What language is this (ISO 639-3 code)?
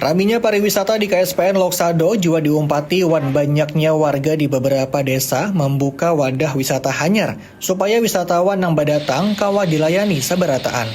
bjn